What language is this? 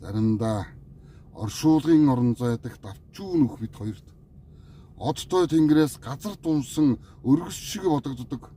Mongolian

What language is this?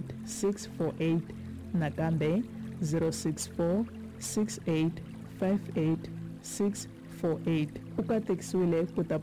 Tsonga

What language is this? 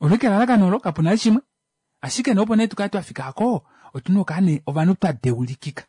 Kuanyama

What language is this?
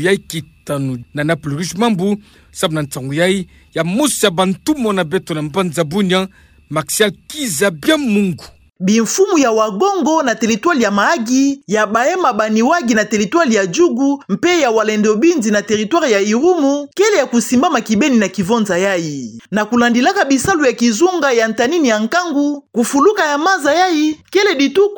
Kituba (Democratic Republic of Congo)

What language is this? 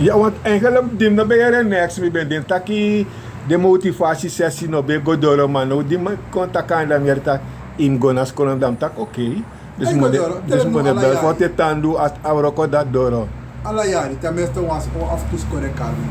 Sranan Tongo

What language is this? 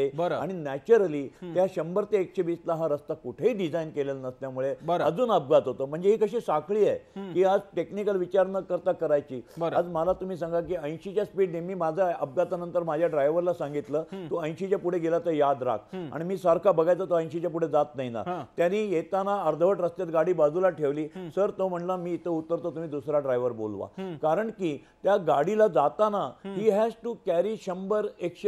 Marathi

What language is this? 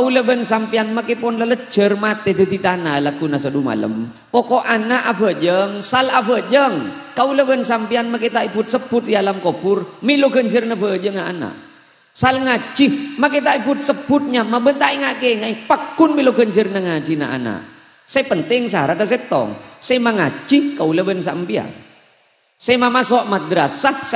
Madurese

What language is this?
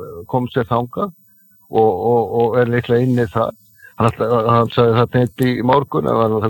Icelandic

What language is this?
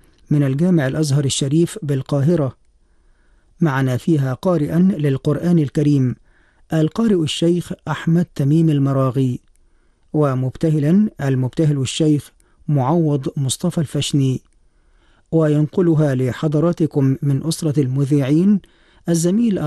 Arabic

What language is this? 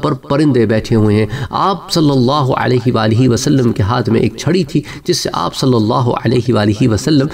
Urdu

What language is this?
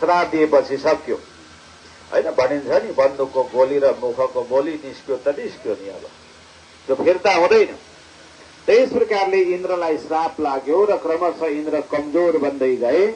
Nepali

